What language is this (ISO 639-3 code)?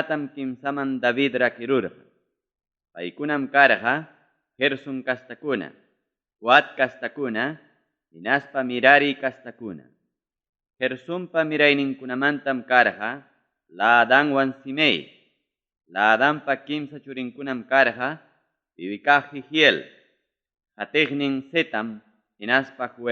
quy